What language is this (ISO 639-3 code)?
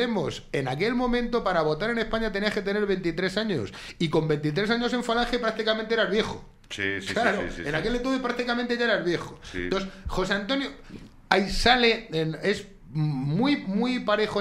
spa